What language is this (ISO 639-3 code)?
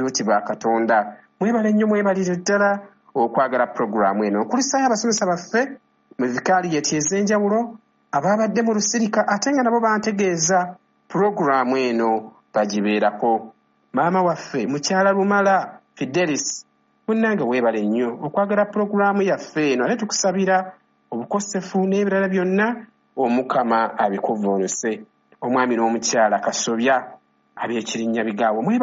lug